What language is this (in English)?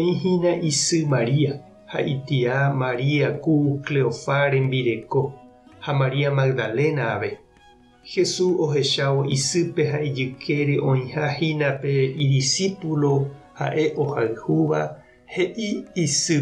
Guarani